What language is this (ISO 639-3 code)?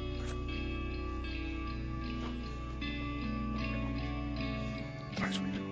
afr